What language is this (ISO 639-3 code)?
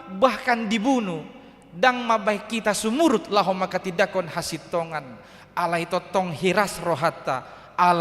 bbc